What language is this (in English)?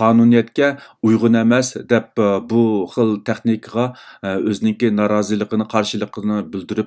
Uyghur